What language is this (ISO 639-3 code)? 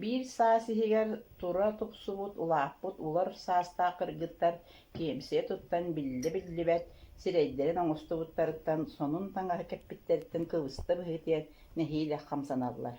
sah